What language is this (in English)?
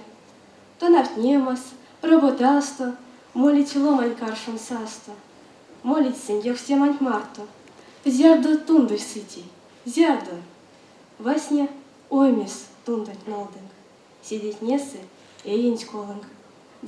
Erzya